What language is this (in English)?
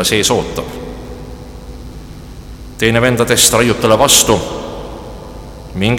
Estonian